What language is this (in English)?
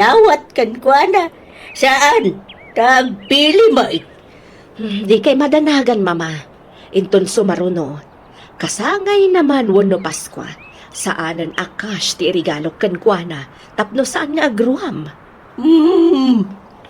Iloko